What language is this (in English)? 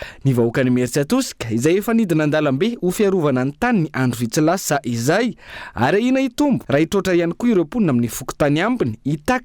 Malagasy